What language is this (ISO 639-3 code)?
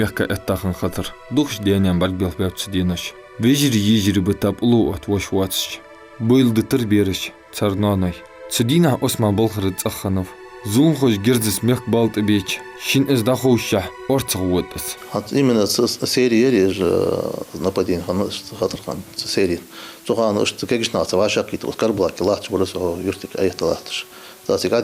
inh